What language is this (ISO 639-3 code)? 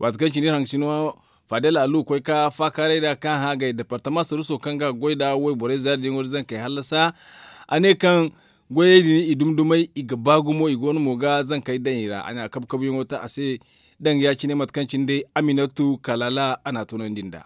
dje